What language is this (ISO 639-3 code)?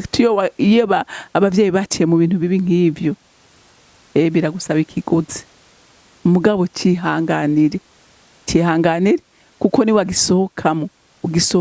run